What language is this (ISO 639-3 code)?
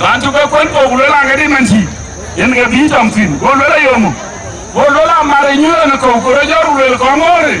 din